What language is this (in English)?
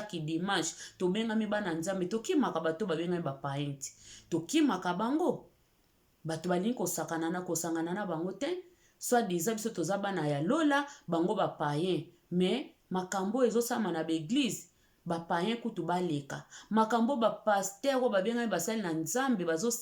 Lingala